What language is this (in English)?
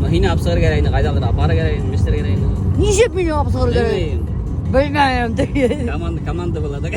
Bashkir